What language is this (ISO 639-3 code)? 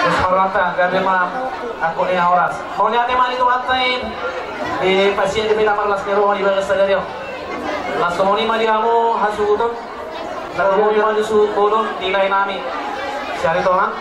bbc